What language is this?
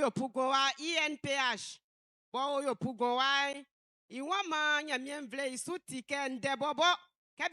Baoulé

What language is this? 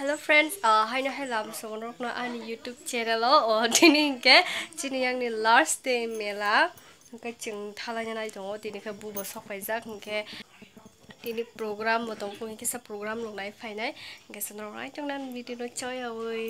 Kok Borok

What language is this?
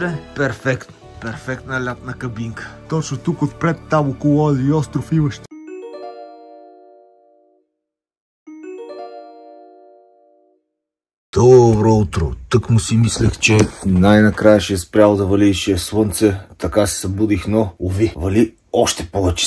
Bulgarian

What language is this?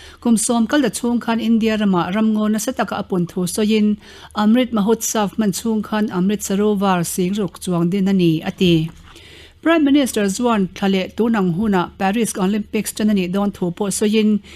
Mizo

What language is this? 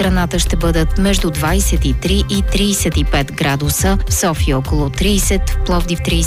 Bulgarian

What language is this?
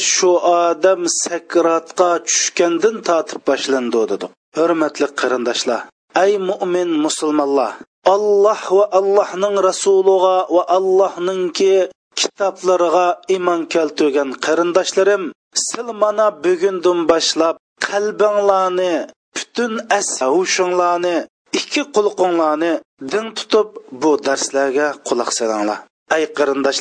Uyghur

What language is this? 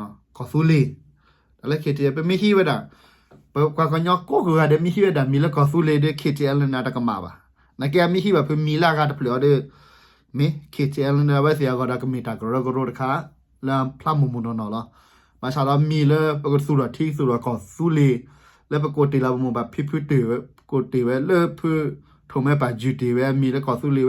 S'gaw Karen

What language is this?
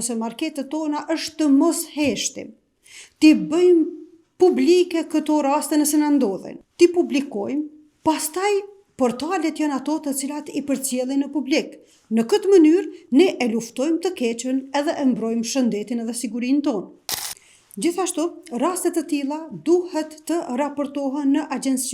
Albanian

